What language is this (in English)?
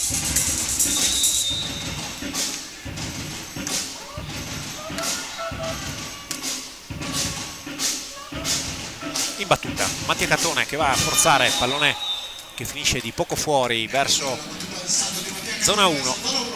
Italian